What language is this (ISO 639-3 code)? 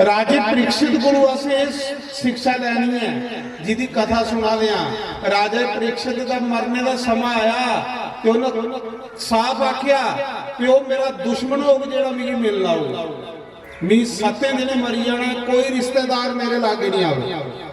doi